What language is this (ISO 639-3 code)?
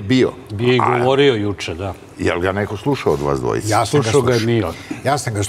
srp